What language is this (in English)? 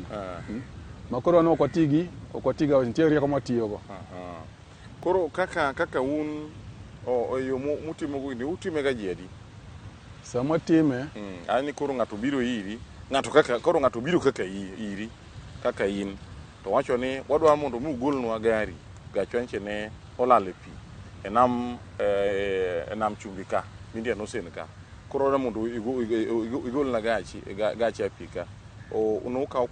Luo (Kenya and Tanzania)